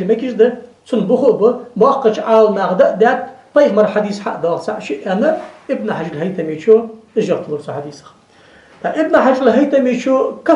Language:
Ingush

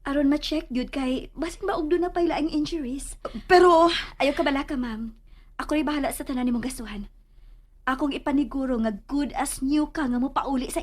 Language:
Cebuano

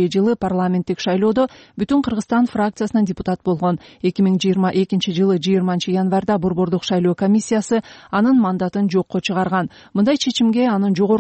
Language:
Kyrgyz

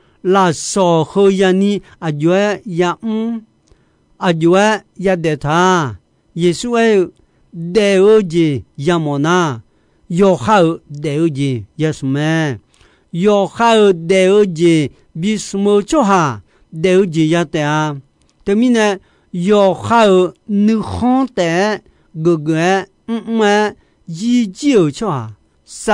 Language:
Akha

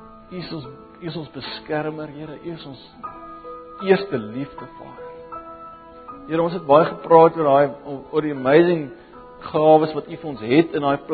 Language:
Afrikaans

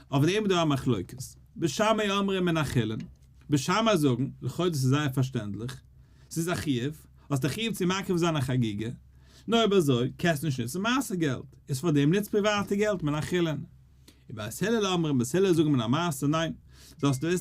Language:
Yiddish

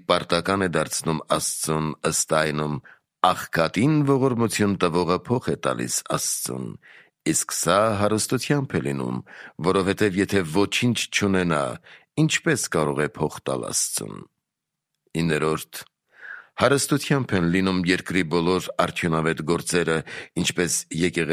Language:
Armenian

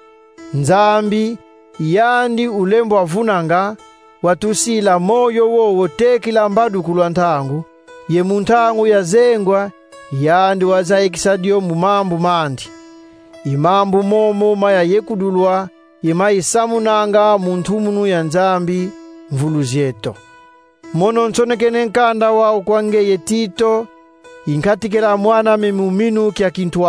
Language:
Kongo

